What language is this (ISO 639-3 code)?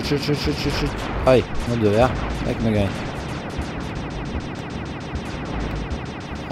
nor